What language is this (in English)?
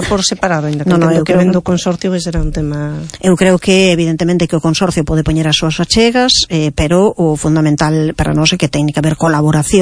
Galician